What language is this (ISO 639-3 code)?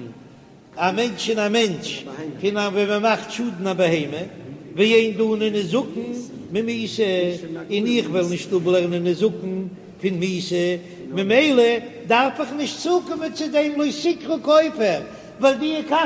yid